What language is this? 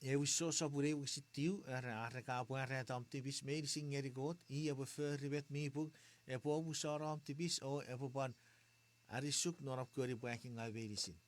Chuukese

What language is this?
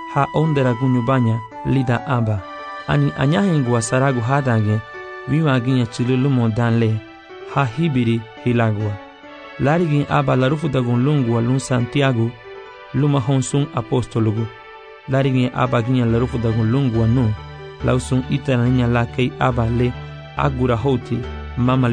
Garifuna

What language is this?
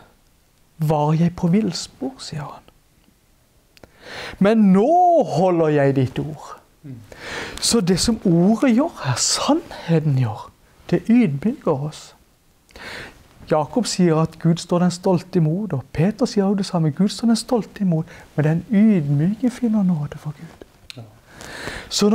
Norwegian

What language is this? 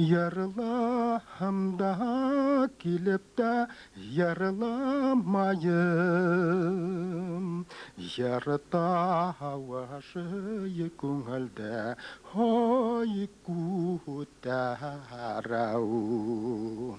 Bashkir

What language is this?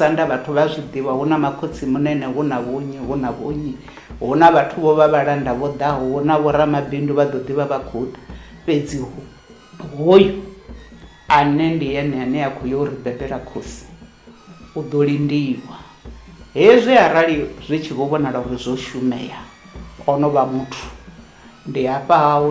Venda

